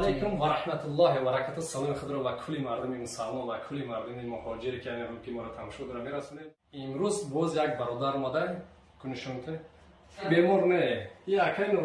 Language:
Tajik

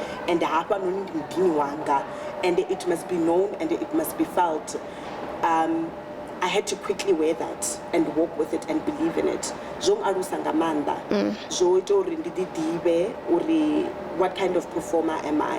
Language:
Venda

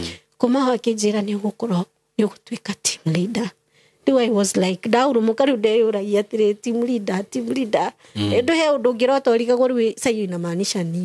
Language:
Kikuyu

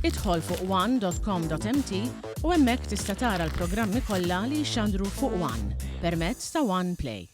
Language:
Maltese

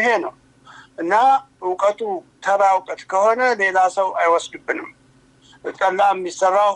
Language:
Amharic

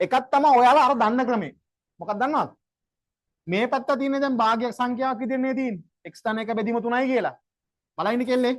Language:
Sinhala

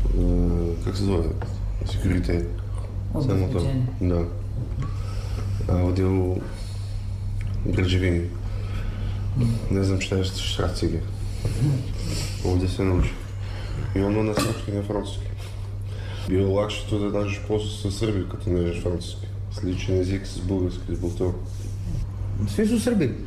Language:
Serbian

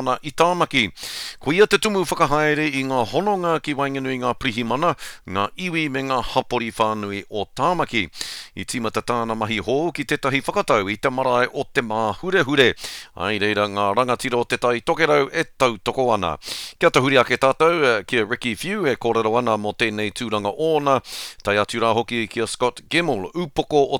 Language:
Māori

